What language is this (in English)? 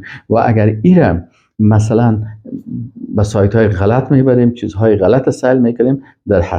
Persian